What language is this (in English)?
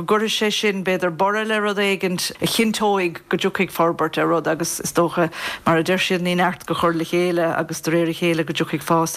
Irish